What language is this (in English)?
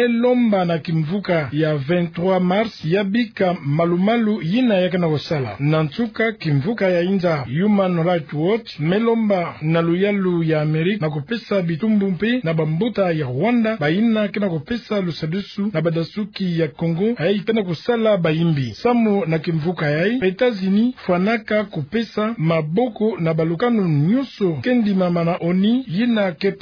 Kituba (Democratic Republic of Congo)